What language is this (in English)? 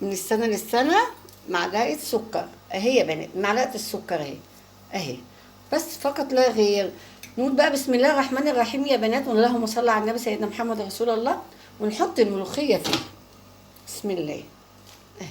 Egyptian Arabic